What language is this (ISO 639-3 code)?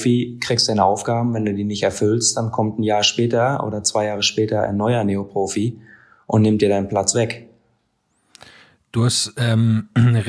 deu